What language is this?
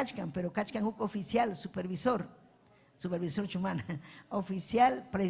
Ayacucho Quechua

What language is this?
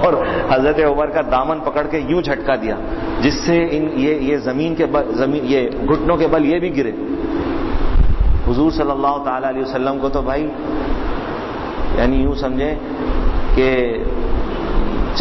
Urdu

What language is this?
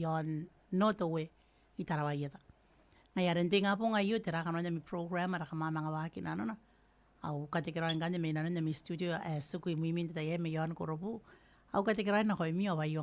Gilbertese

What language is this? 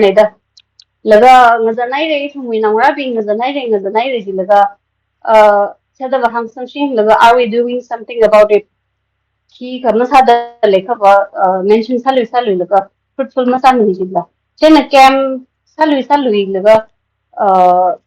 Tangkhul Naga (India)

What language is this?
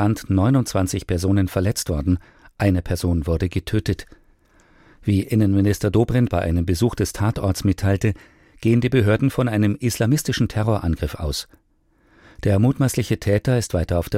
German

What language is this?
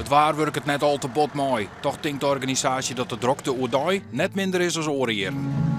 Western Frisian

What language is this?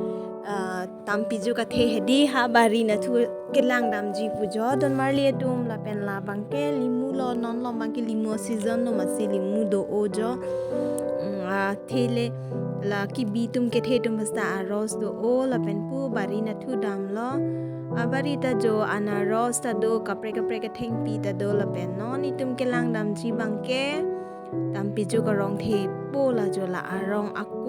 Karbi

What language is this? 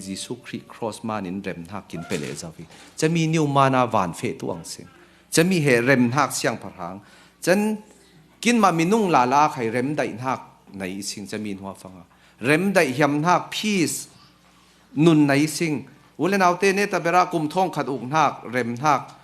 Falam Chin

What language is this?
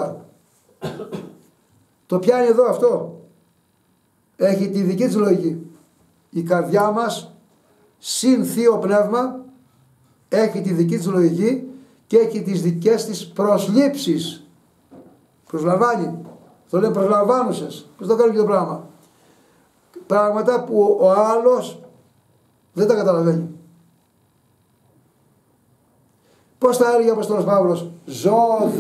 Greek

